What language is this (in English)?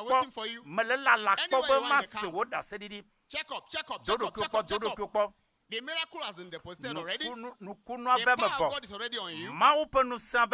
Ewe